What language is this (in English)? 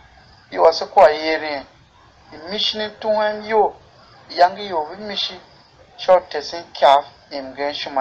Tiv